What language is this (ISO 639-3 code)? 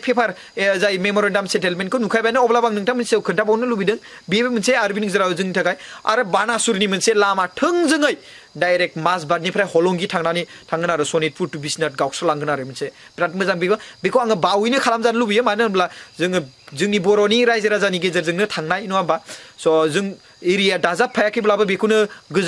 brx